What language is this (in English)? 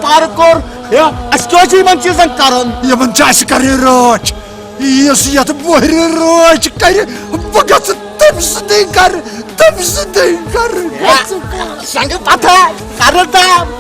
Kashmiri